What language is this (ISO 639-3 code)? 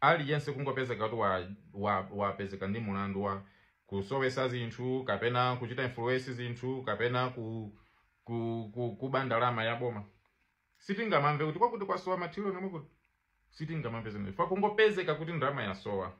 nya